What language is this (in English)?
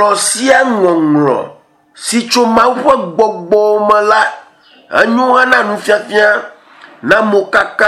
Ewe